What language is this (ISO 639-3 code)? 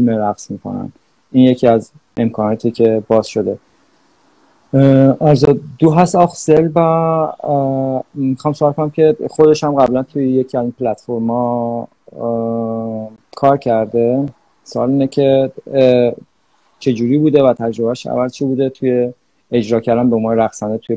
fas